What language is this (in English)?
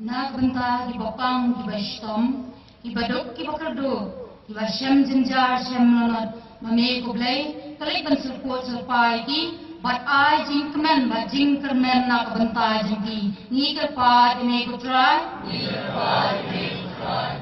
Khasi